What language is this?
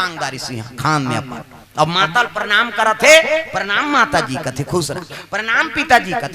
Chhattisgarhi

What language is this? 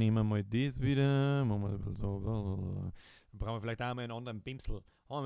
Bavarian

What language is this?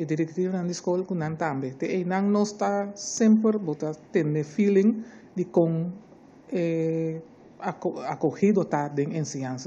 Papiamento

